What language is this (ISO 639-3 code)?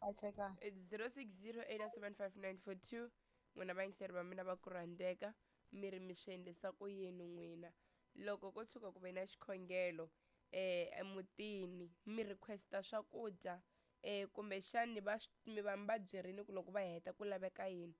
tso